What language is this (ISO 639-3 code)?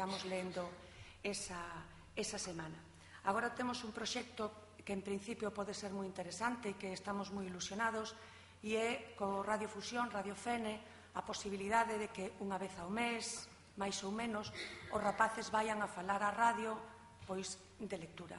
glg